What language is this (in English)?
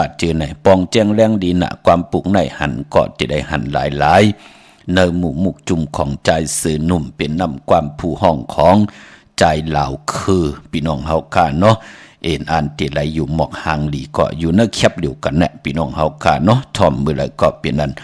Shan